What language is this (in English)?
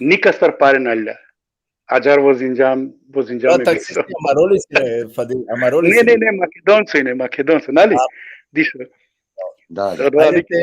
Balkan Romani